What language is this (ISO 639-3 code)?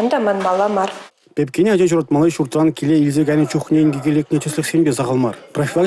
chv